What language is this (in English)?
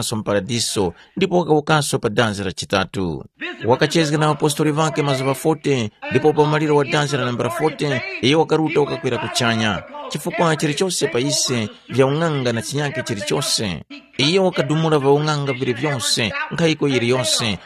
Tumbuka